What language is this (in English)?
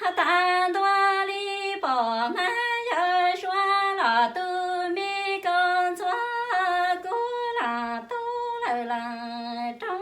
Hmong